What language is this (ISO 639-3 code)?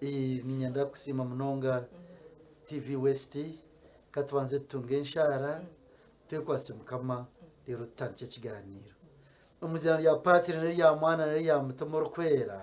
nyn